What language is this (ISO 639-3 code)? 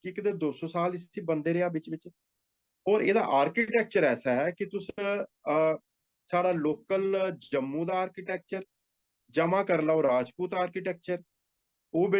doi